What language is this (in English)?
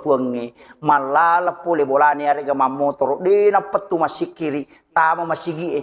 Buginese